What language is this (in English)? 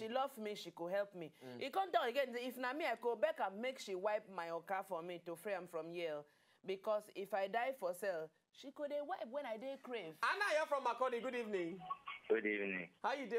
Nigerian Pidgin